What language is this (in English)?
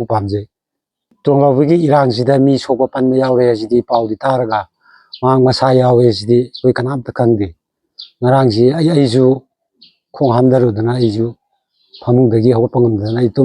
Manipuri